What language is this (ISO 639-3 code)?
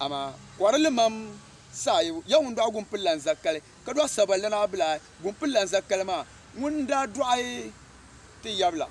dag